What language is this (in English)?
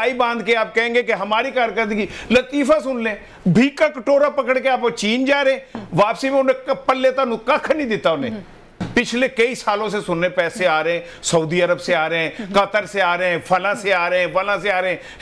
Urdu